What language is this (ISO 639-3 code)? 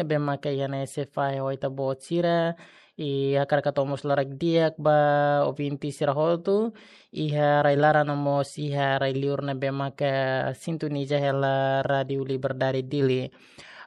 tet